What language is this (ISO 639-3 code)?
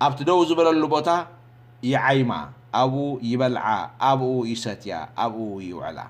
tir